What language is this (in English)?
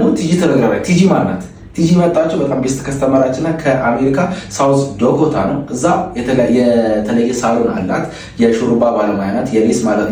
Amharic